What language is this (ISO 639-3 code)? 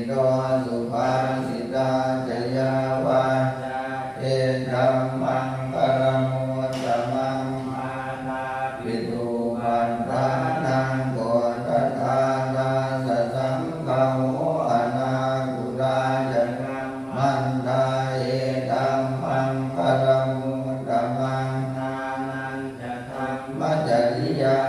pli